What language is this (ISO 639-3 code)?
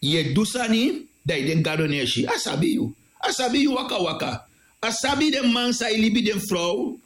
srn